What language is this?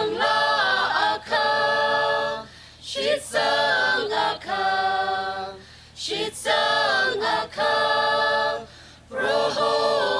Tangkhul Naga (India)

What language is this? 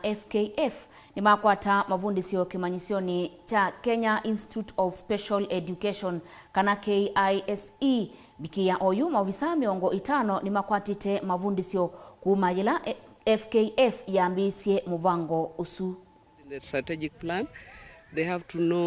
Kamba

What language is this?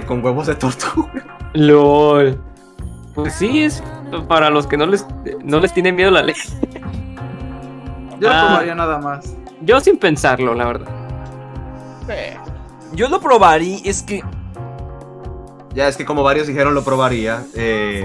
Spanish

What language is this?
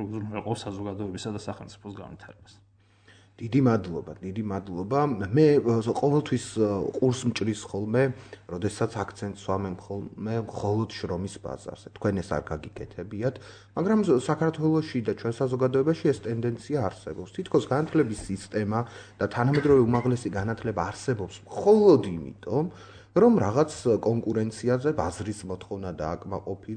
Georgian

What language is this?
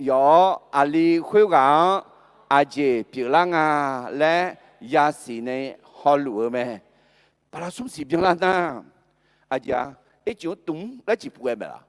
Akha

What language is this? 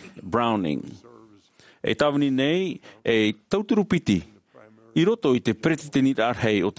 Tahitian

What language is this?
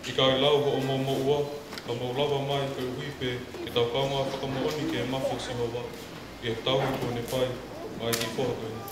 Tongan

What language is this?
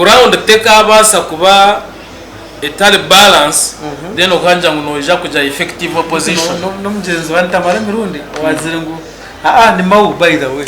Nyankole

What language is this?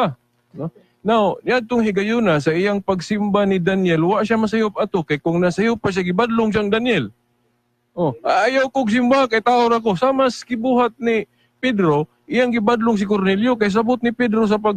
Cebuano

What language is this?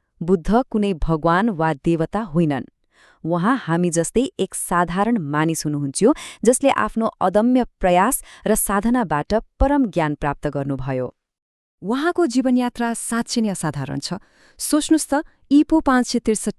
Nepali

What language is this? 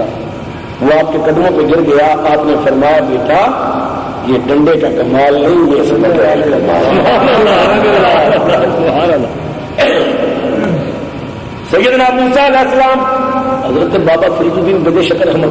Urdu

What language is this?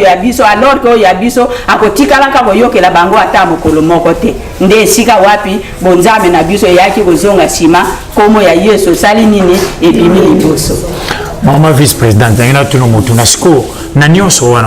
Lingala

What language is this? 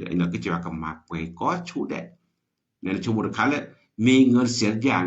S'gaw Karen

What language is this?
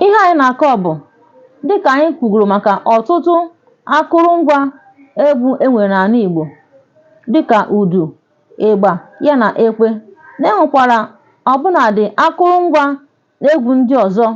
Igbo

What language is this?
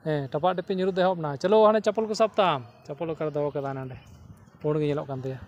Santali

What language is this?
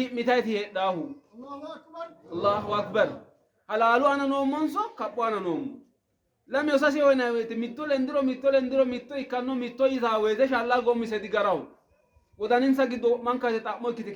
Sidamo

